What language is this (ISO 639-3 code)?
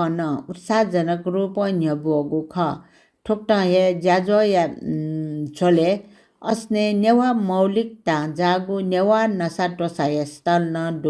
new